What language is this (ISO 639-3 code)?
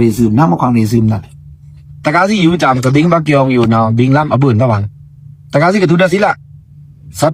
blk